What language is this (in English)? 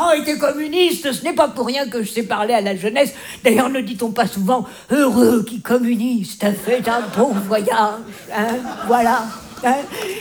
French